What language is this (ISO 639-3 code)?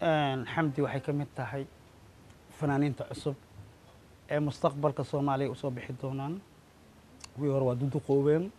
som